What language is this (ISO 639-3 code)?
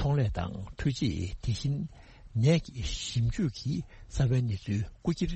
bod